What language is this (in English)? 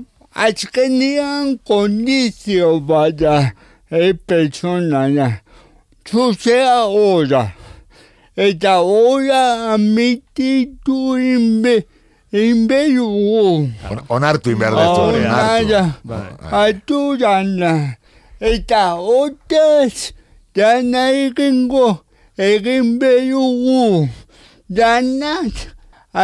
Basque